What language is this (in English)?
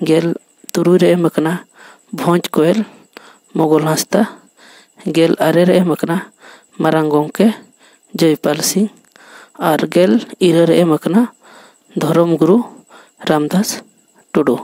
Santali